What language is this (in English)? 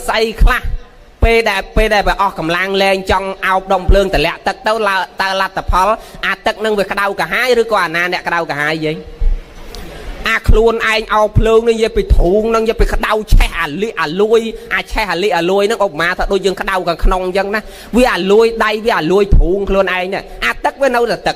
Khmer